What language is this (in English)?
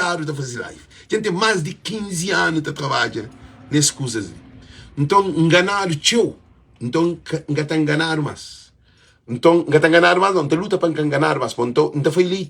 Kabuverdianu